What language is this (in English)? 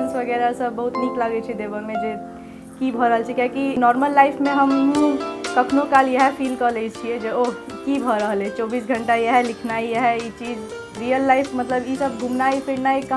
Maithili